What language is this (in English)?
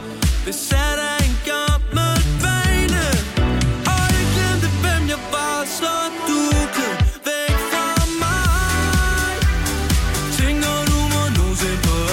Danish